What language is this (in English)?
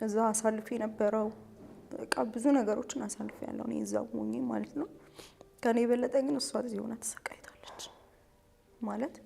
Amharic